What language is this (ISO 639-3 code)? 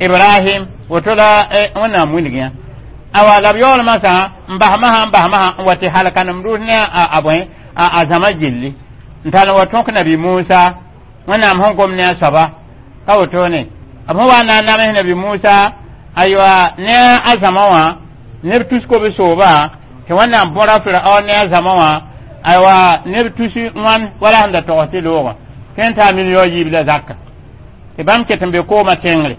mos